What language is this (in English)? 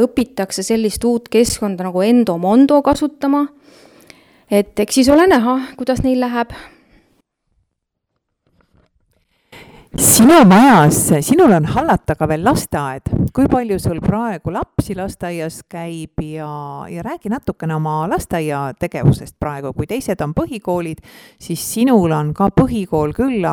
Estonian